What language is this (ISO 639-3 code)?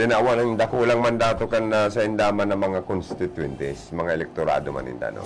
bik